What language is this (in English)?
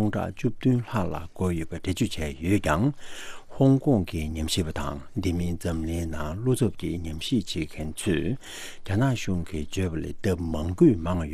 Tibetan